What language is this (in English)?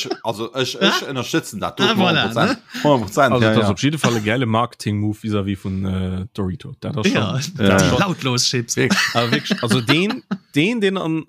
Luxembourgish